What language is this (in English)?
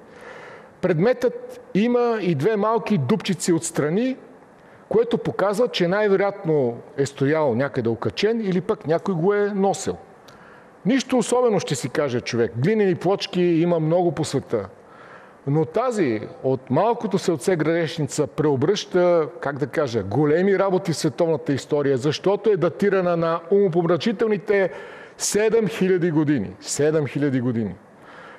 Bulgarian